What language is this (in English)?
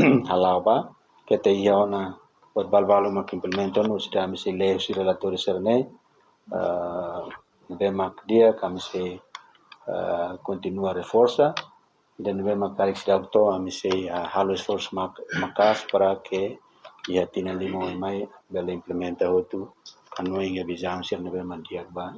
Tetum